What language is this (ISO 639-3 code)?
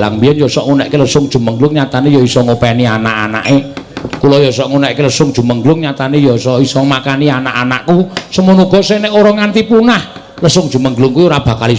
jav